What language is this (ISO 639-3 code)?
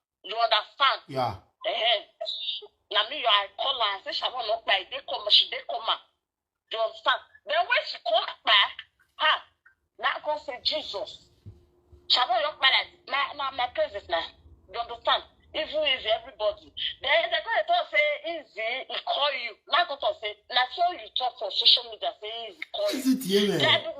pcm